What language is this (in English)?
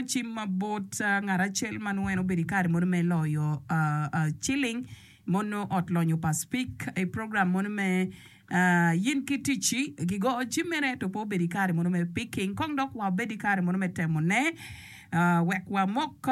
Acoli